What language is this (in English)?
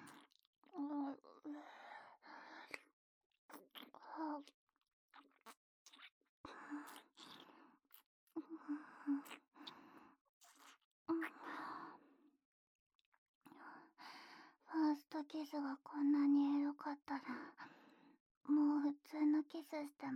Japanese